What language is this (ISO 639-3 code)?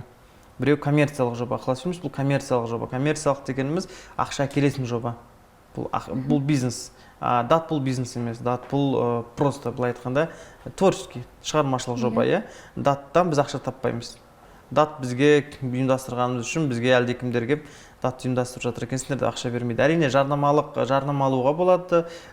kaz